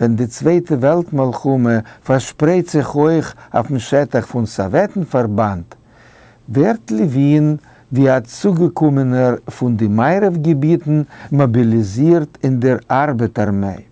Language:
Yiddish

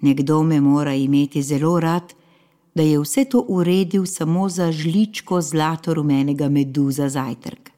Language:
Slovenian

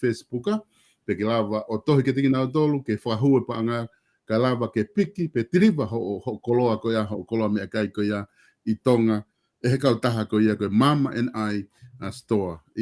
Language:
Tongan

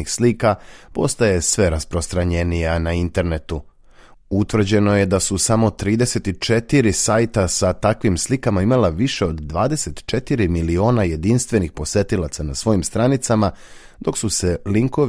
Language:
Serbian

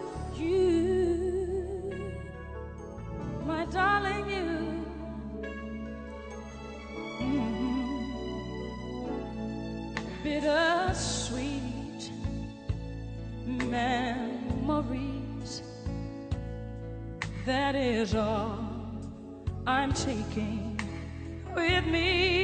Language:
English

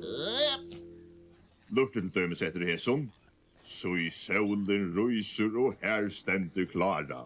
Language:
Faroese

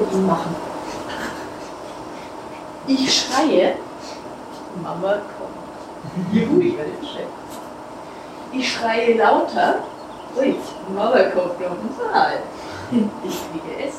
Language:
German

